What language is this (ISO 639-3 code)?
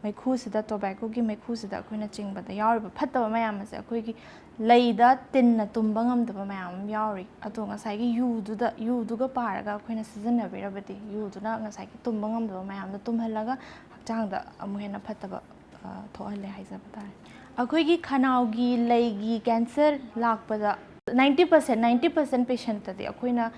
mni